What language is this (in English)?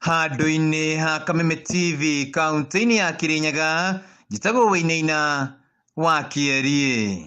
Kikuyu